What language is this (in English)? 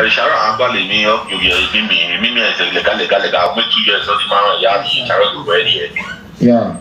Nigerian Pidgin